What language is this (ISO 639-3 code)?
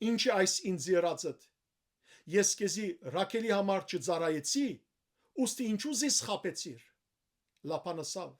hyw